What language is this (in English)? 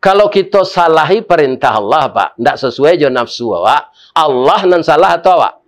Minangkabau